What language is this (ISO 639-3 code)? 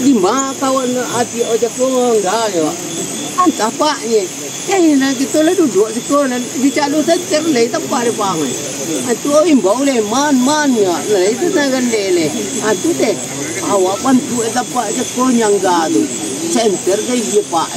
min